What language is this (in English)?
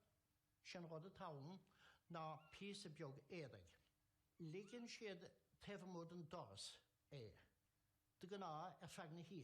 Irish